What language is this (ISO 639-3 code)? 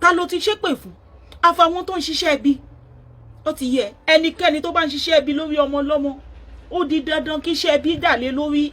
yor